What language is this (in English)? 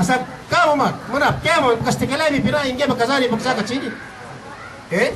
Yakan